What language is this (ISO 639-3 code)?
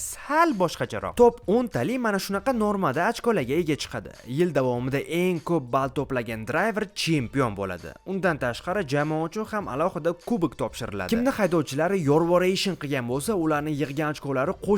uzb